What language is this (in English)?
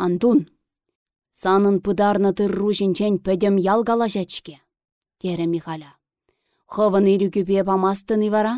Chuvash